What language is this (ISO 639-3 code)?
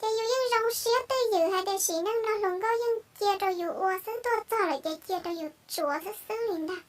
hmn